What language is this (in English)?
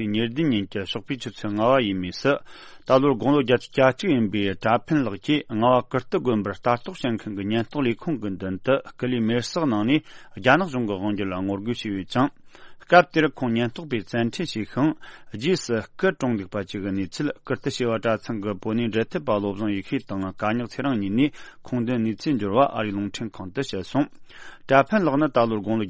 Tibetan